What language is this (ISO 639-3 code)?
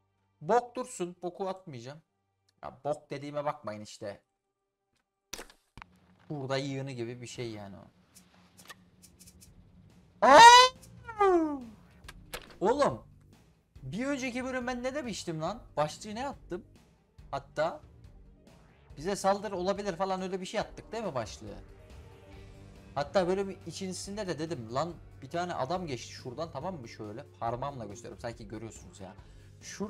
tur